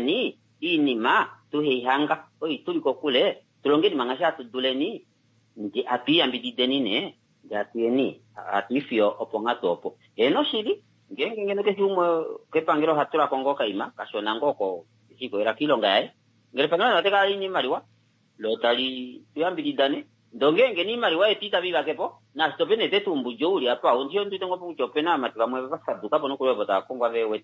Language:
Kuanyama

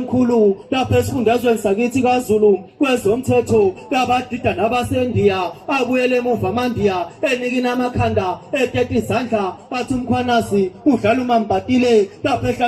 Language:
Zulu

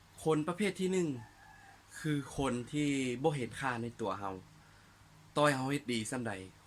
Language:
Lao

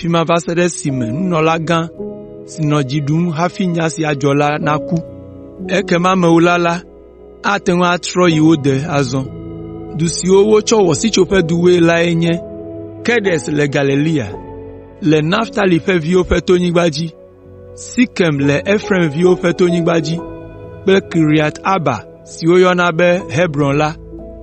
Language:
Ewe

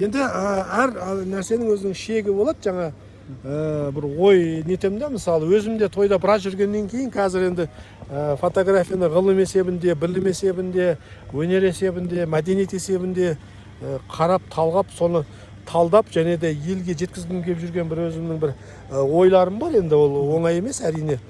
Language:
Kazakh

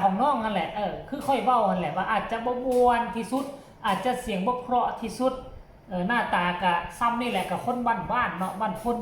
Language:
Northeastern Thai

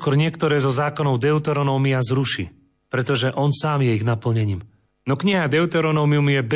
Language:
Slovak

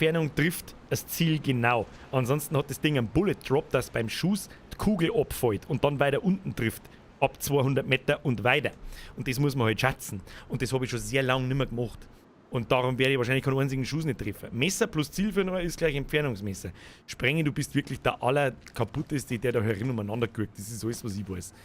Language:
Bavarian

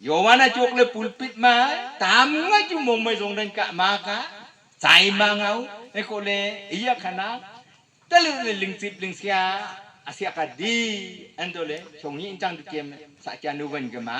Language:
Wancho Naga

